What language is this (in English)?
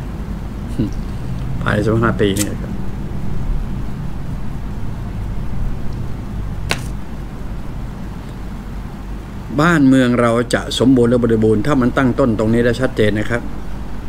Thai